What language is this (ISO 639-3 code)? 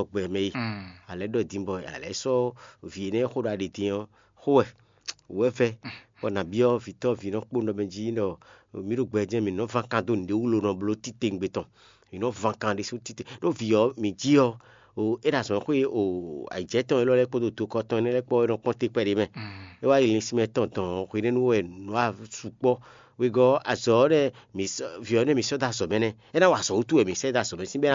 fon